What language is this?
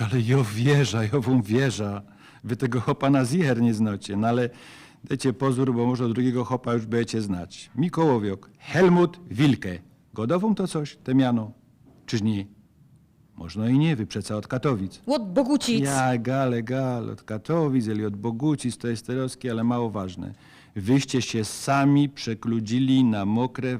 Silesian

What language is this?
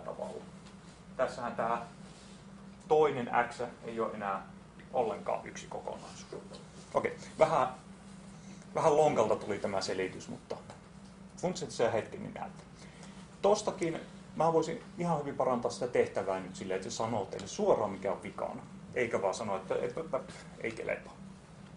Finnish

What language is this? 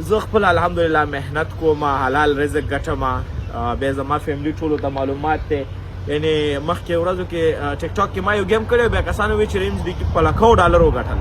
Pashto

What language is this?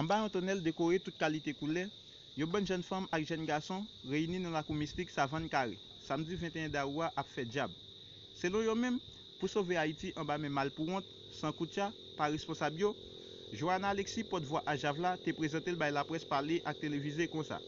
Haitian Creole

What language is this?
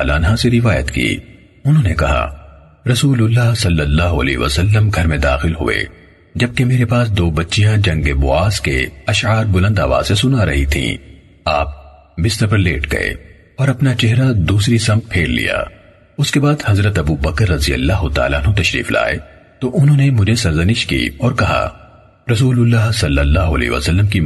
Urdu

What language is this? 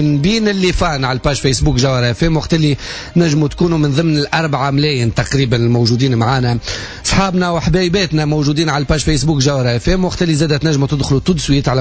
Tunisian Arabic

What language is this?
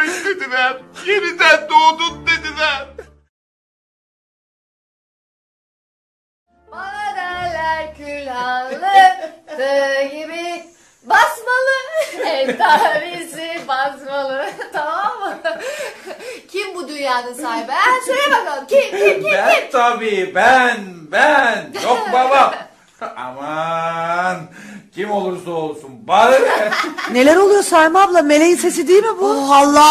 Turkish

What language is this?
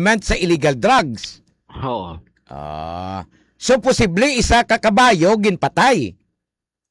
Hiligaynon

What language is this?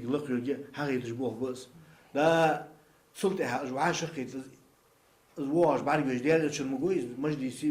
Ingush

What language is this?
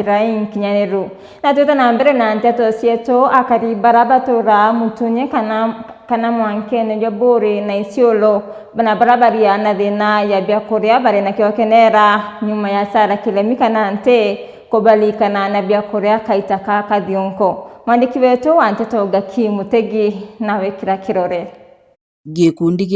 Meru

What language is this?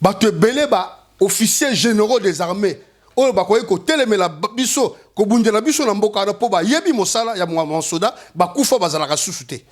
Lingala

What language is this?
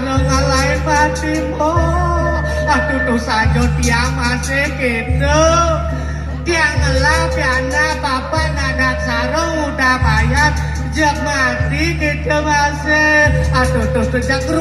Balinese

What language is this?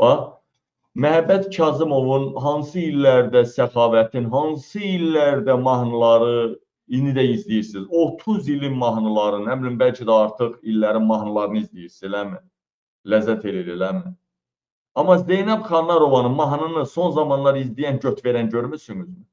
Azerbaijani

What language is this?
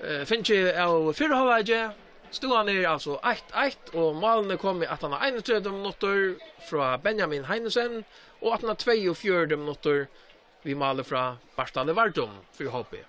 Faroese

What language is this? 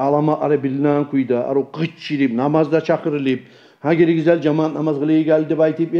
Kumyk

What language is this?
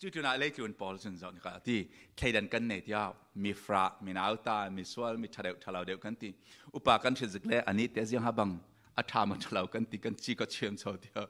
Falam Chin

